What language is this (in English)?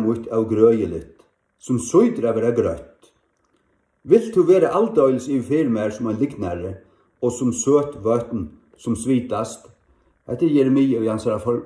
Faroese